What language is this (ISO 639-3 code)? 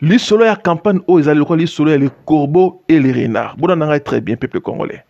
lin